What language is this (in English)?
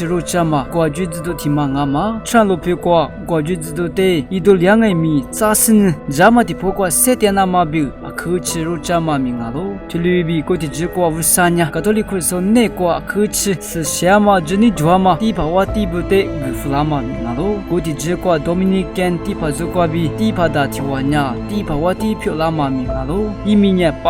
Lisu